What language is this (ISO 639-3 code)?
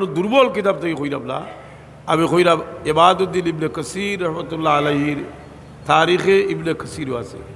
syl